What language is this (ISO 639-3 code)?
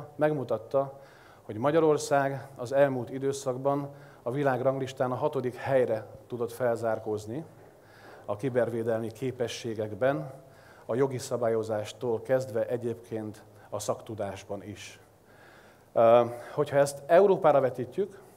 hun